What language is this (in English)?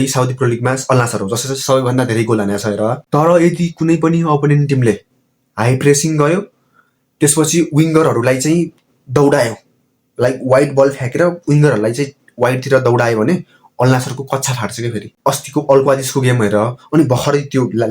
Nepali